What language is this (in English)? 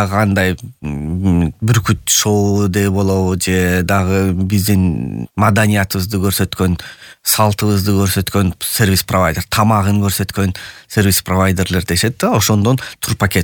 Kyrgyz